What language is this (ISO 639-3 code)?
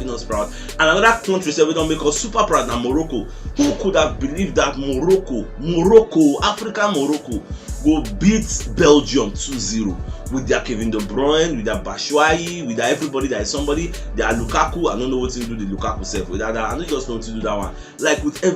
pcm